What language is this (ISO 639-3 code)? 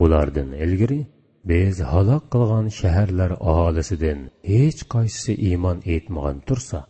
uig